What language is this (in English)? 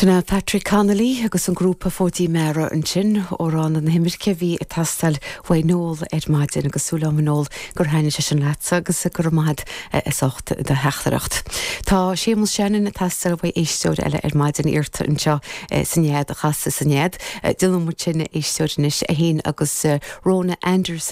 Irish